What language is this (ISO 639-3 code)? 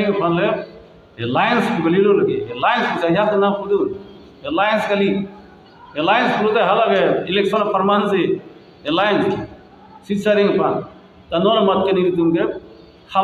mjw